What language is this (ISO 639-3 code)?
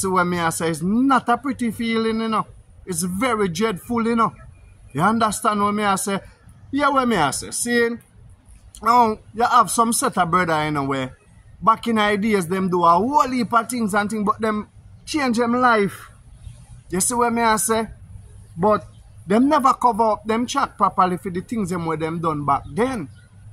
jam